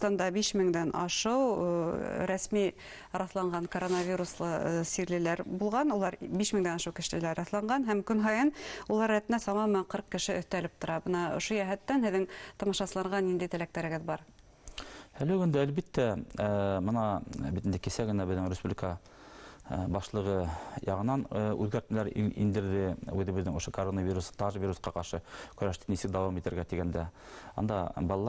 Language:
Bashkir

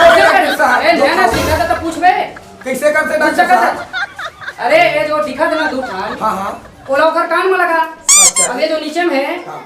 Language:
Chhattisgarhi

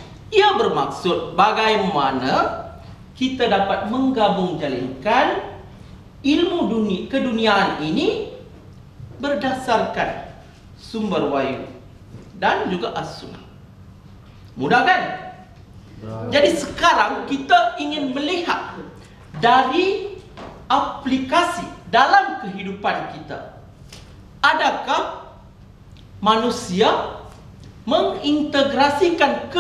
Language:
Malay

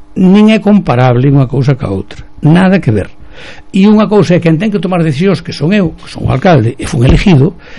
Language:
Galician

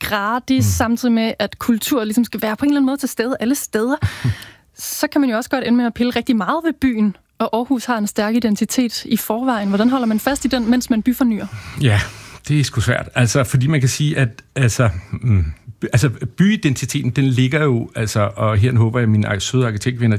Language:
Danish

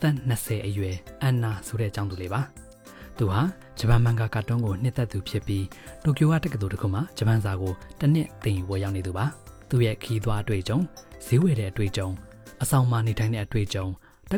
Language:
Burmese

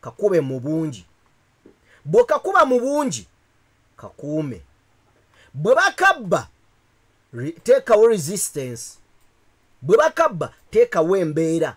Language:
Ganda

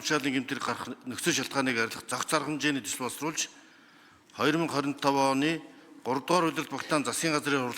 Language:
Mongolian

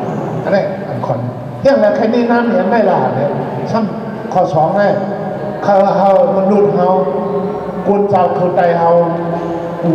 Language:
Shan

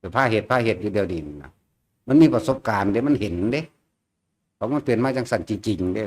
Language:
Northeastern Thai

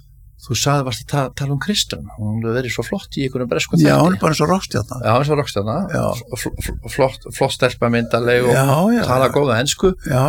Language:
Icelandic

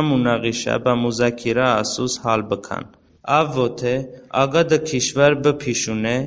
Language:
Talysh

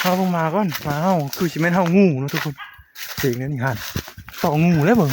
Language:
Northeastern Thai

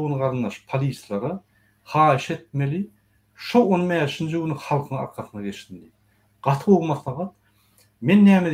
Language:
Turkmen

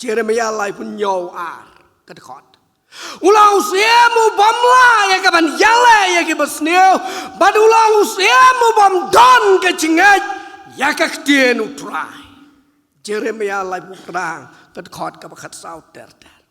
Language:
Khasi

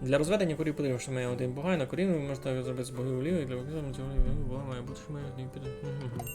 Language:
Rusyn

